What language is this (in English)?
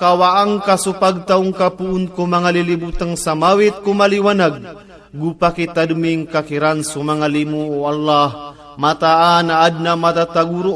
Maranao